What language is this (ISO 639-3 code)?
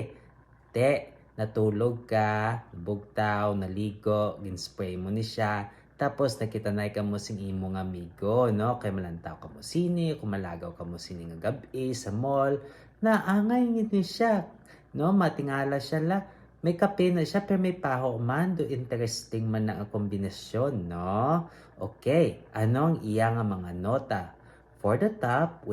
hil